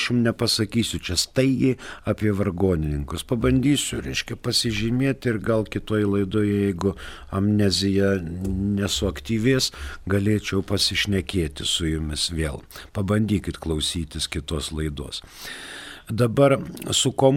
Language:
Lithuanian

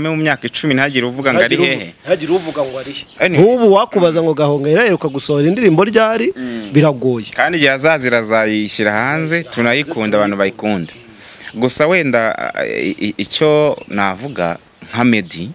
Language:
Kinyarwanda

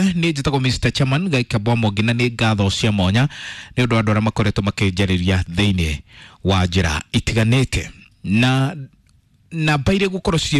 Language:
Kikuyu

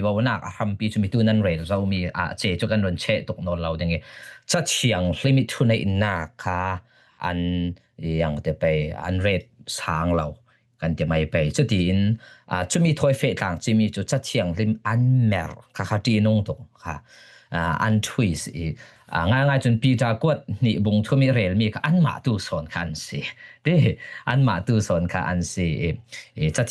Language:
Falam Chin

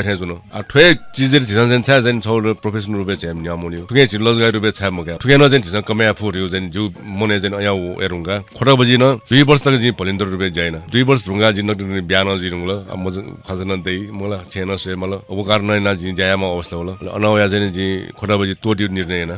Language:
Newari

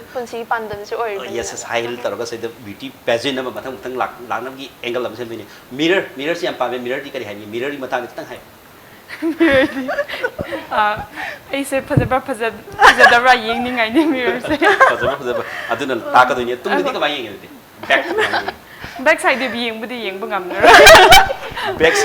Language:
Manipuri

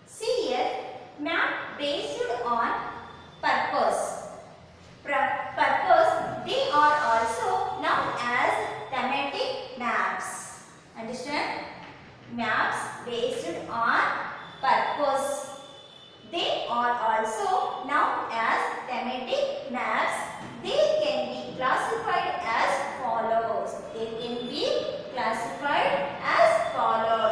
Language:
English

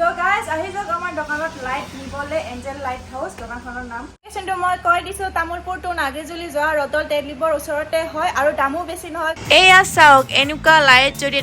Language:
Assamese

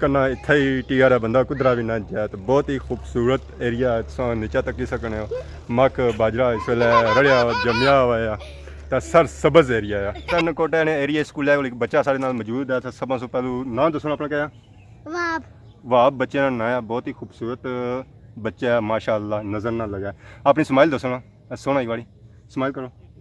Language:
Pahari-Potwari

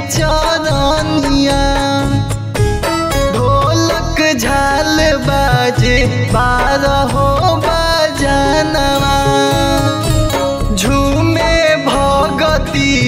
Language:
Bhojpuri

